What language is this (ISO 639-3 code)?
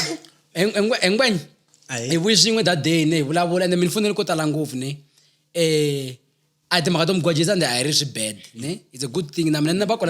tso